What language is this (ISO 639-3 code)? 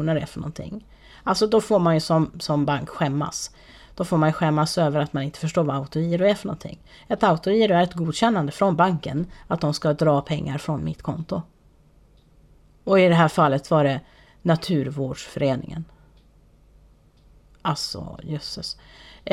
swe